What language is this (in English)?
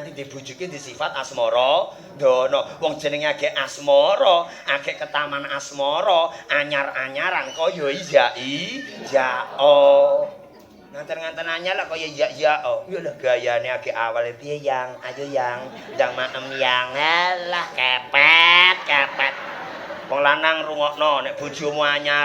Javanese